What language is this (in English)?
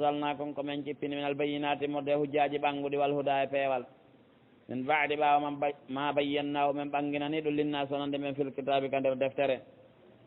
Fula